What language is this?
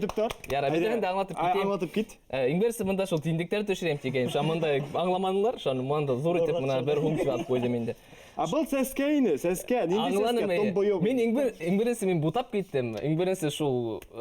Bashkir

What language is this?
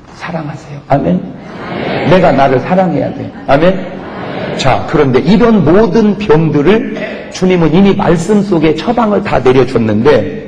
Korean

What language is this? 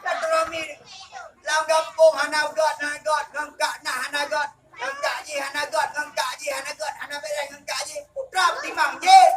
Achinese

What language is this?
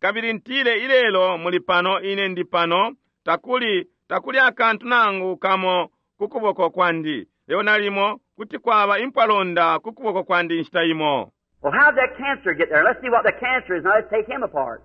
Bemba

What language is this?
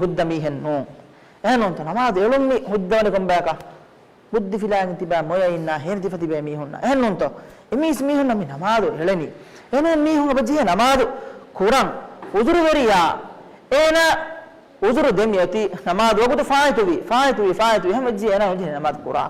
Divehi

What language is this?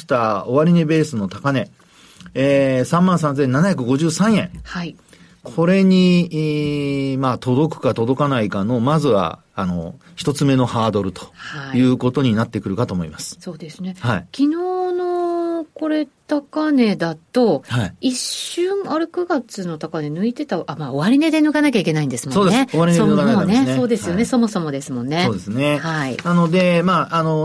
Japanese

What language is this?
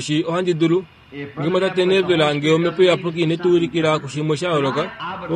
Kuanyama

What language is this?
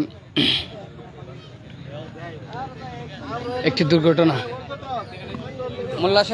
Bangla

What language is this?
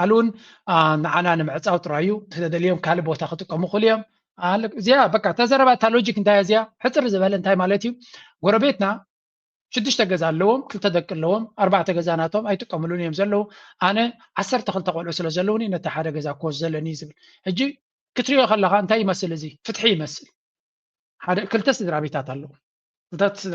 Tigrinya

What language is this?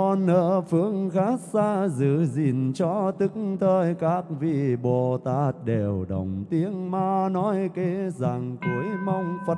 Vietnamese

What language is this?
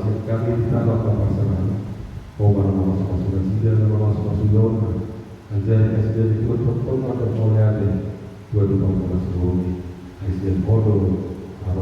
Batak Toba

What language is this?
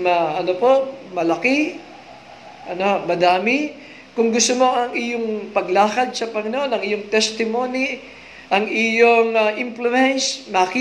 Filipino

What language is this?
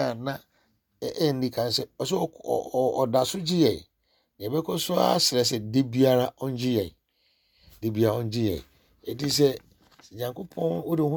Akan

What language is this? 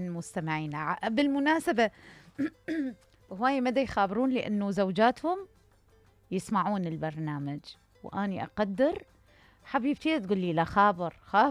Mesopotamian Arabic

